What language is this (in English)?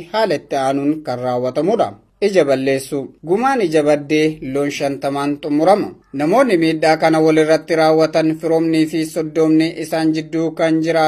Oromo